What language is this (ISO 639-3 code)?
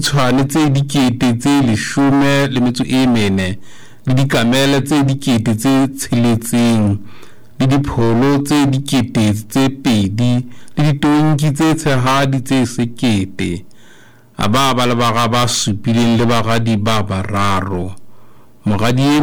sot